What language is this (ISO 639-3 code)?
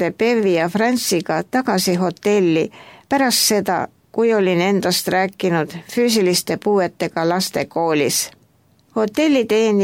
est